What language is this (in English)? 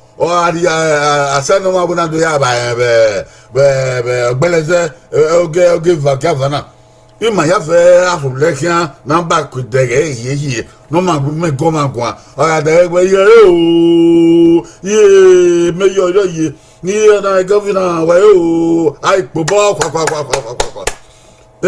Bini